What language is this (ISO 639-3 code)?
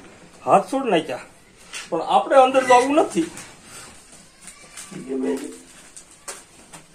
guj